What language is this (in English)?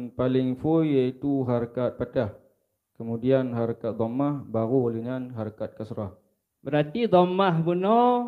Achinese